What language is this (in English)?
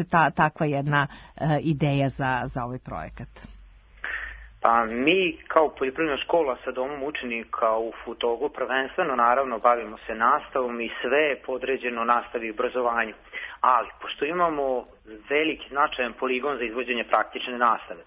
Serbian